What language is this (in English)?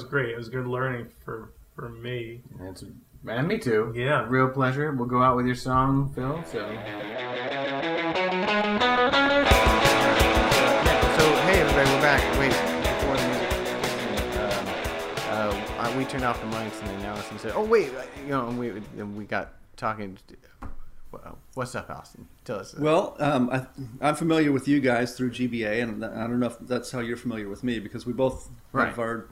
English